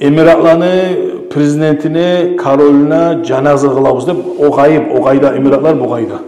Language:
Kumyk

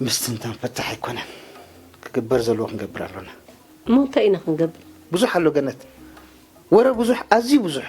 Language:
Tigrinya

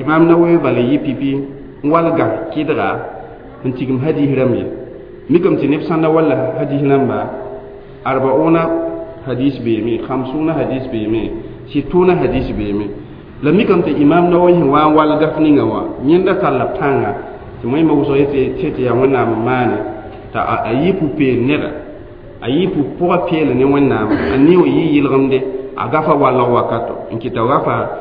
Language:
Mossi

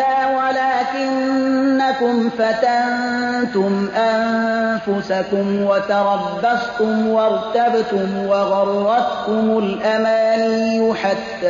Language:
Persian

